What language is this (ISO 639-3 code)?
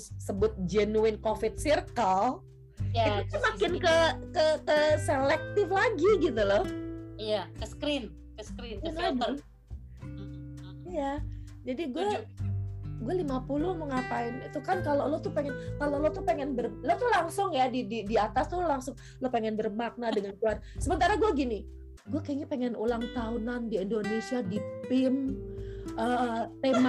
ind